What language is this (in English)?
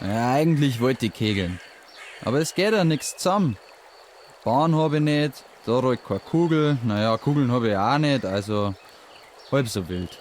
Bavarian